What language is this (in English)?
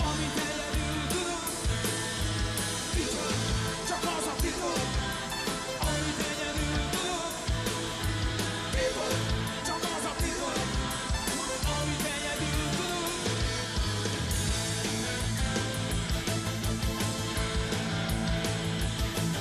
Hungarian